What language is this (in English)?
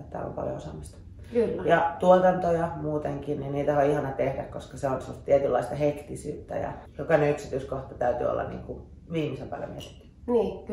Finnish